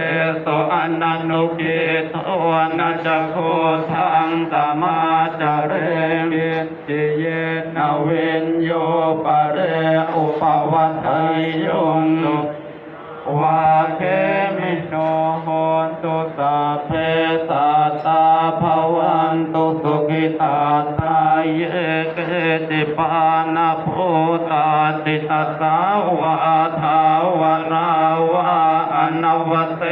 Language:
Pali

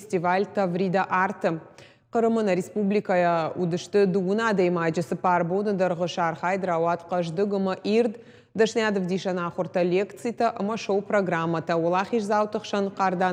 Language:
Ossetic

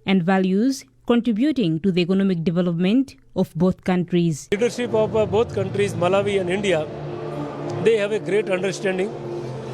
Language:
English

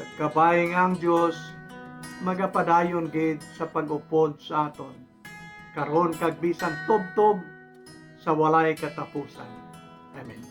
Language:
Hiligaynon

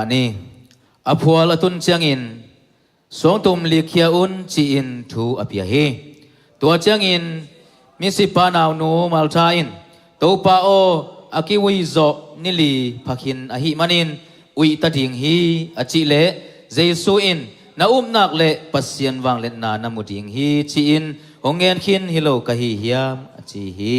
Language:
Tedim Chin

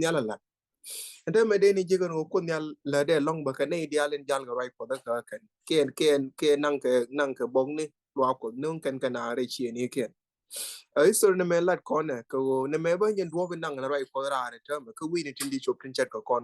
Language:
Nuer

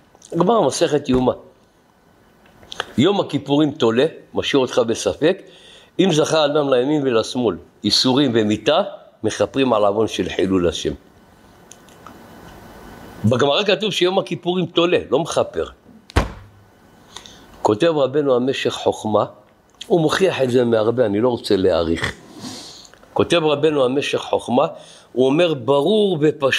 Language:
Hebrew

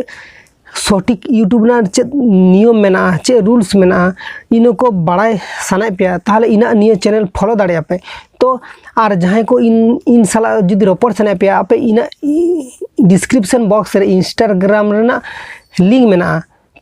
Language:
Santali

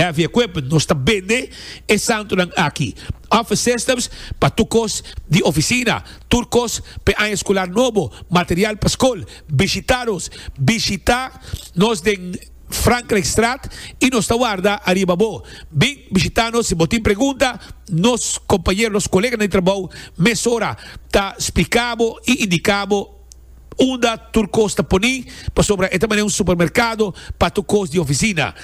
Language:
Papiamento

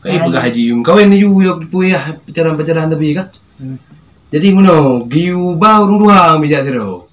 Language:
Achinese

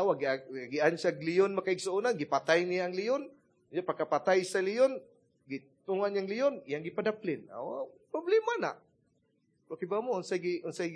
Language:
Cebuano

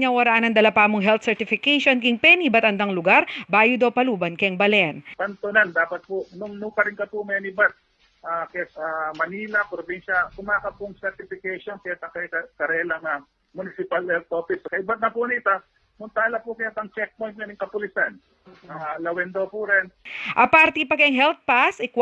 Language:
Pampanga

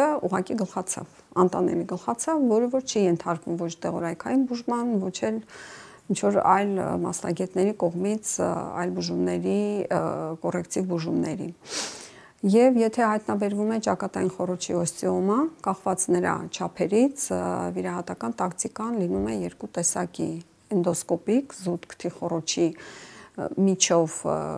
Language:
Armenian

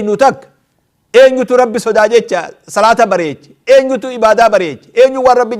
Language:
Oromo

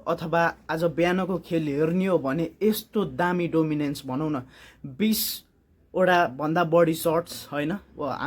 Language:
Nepali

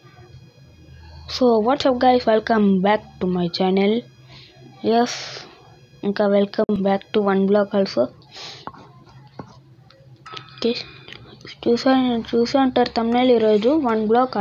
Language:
Telugu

